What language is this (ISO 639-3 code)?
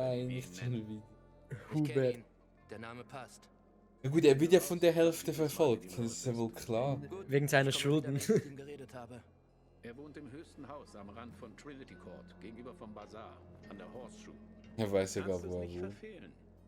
gsw